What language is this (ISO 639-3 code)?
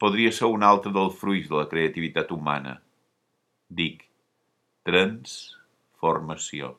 cat